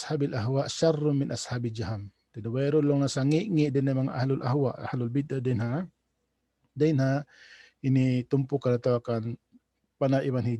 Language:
Tausug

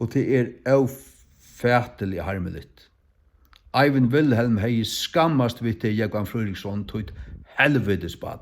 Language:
Faroese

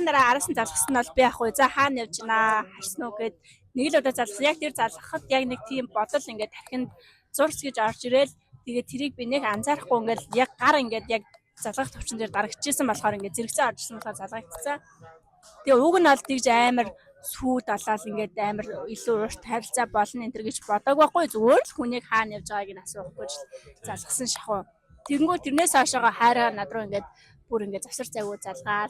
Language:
Mongolian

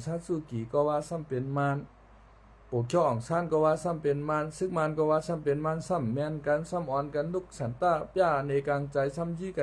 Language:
Shan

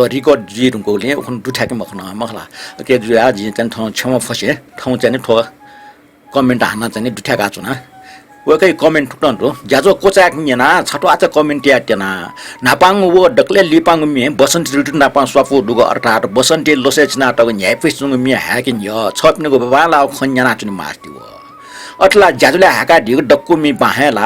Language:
Newari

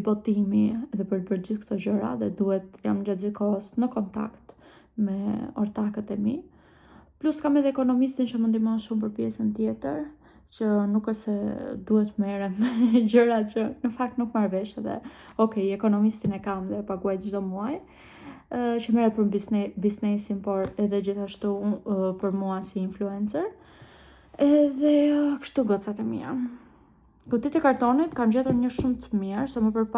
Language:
Albanian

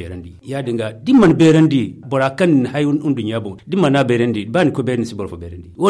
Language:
Zarma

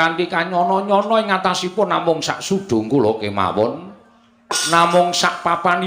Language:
Javanese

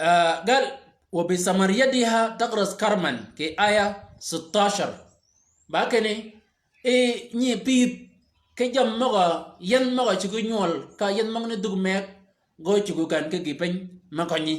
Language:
Shilluk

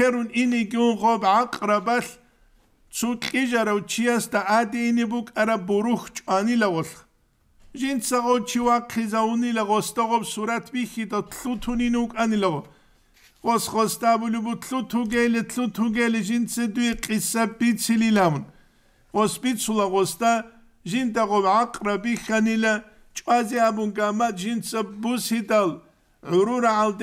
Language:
Avaric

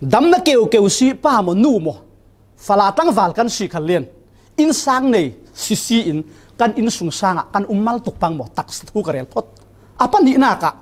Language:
Falam Chin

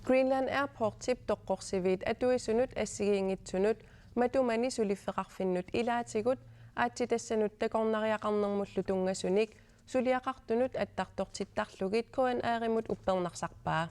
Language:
Kalaallisut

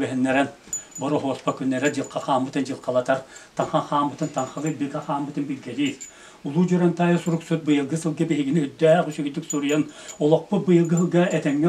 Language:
Yakut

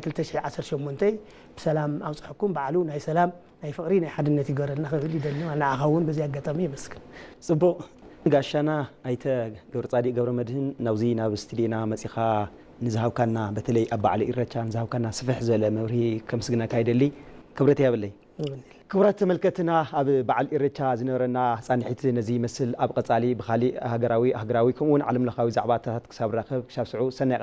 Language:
Tigrinya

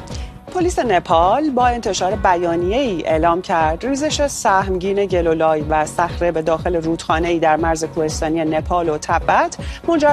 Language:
Persian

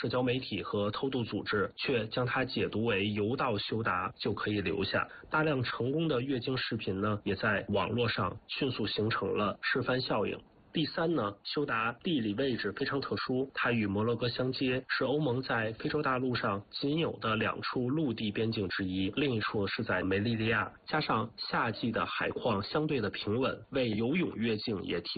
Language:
Chinese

